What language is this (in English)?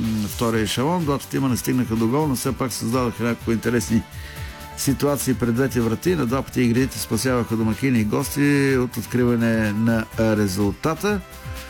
Bulgarian